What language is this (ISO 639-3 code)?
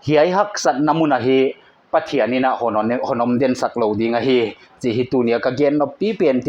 pck